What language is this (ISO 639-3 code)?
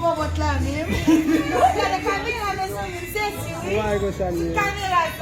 hat